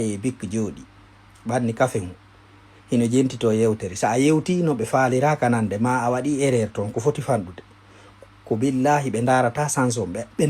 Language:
Fula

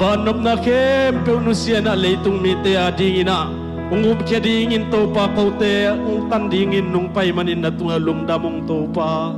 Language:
Tedim Chin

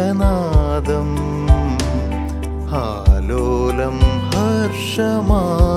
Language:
Malayalam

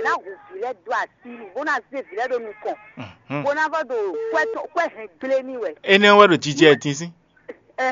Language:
Fon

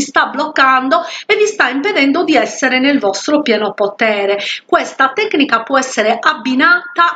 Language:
Italian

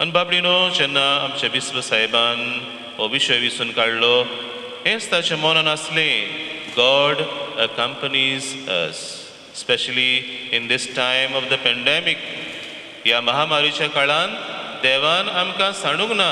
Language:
Konkani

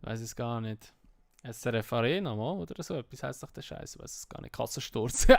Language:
Swiss German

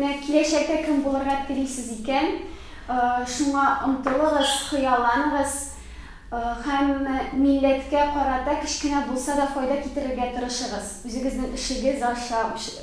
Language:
Tatar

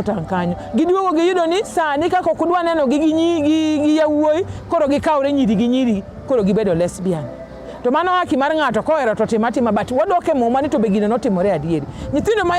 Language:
Luo (Kenya and Tanzania)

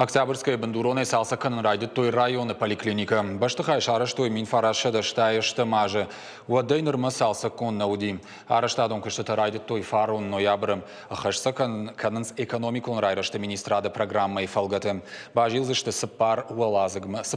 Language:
Ossetic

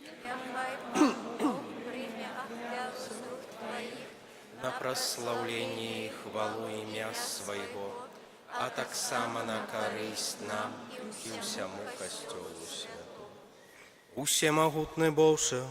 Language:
Belarusian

